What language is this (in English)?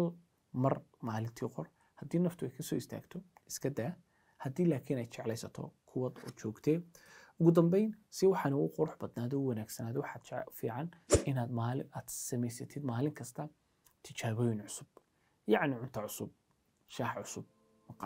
Somali